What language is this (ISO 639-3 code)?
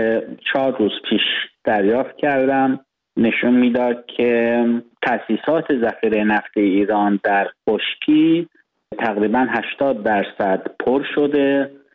fas